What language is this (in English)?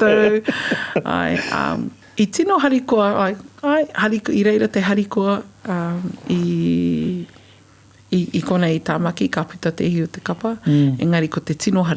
Māori